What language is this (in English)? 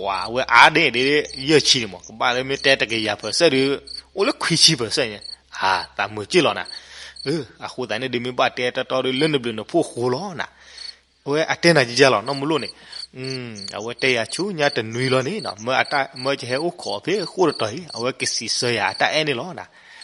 S'gaw Karen